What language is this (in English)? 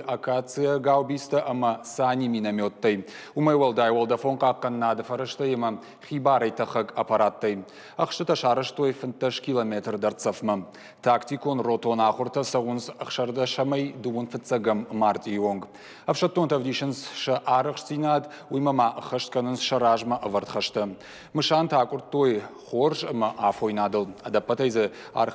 Ossetic